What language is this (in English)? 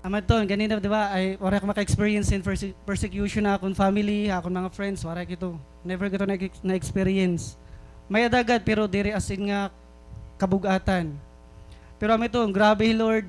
Waray